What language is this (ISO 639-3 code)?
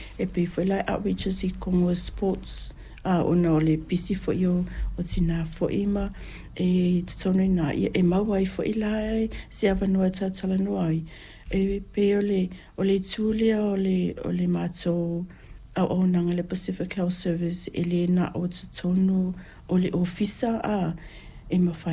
smo